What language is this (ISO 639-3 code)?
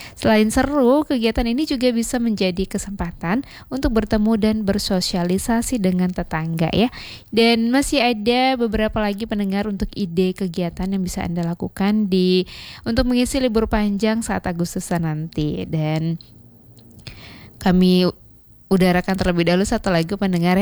ind